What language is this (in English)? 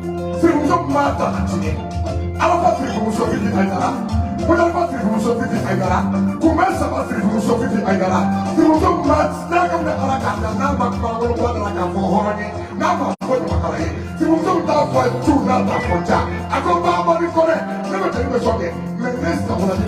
Bambara